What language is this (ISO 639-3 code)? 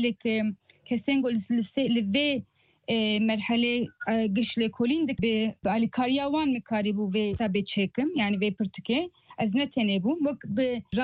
kur